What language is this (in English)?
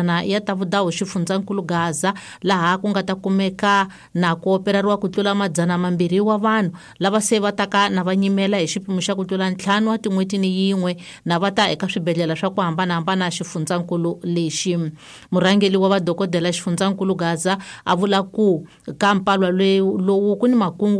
Tsonga